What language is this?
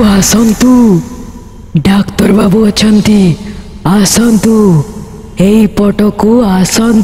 Odia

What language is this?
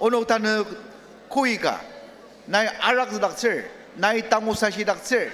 Ao Naga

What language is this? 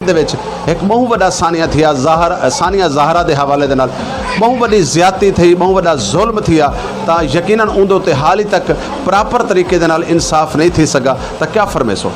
Saraiki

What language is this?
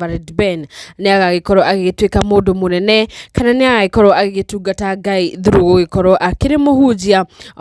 Kikuyu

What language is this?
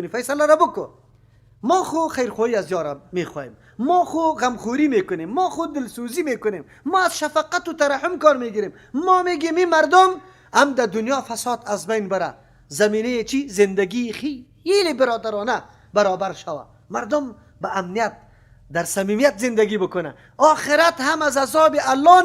Persian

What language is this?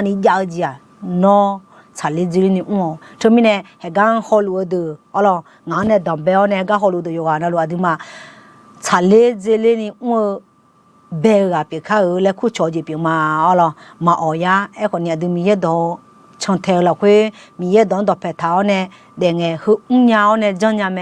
Akha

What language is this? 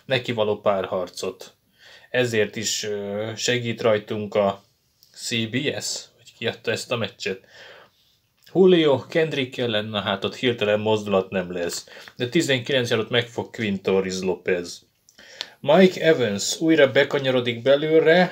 Hungarian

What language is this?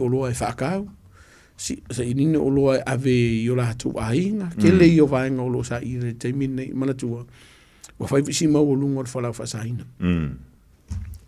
Samoan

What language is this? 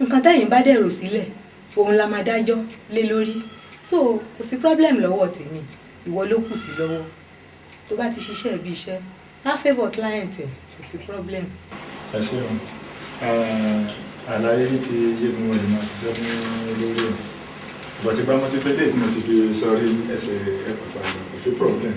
Yoruba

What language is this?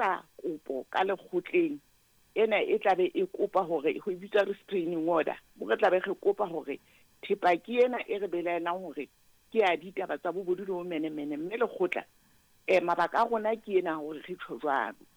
Southern Sotho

